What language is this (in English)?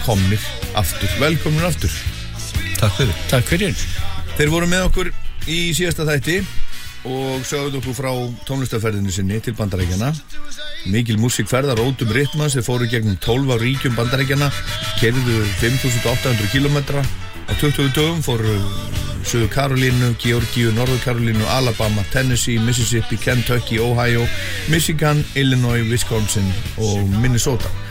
Icelandic